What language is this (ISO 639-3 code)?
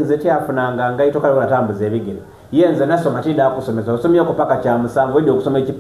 xog